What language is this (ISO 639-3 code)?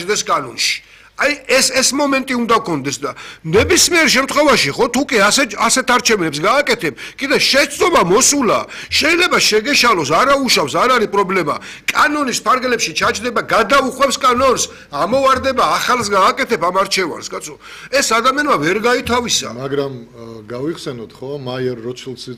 kat